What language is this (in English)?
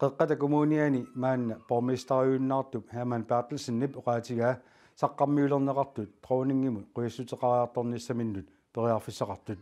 Kalaallisut